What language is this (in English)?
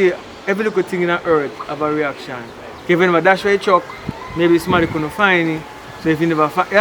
Jamaican Creole English